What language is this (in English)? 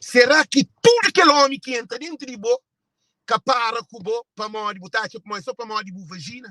Kabuverdianu